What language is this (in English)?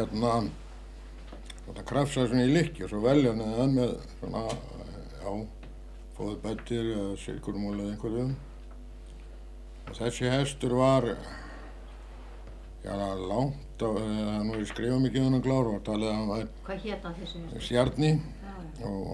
Icelandic